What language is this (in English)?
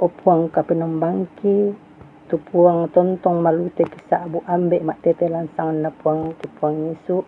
Toraja-Sa'dan